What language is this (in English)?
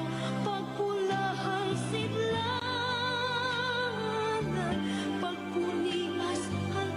Waray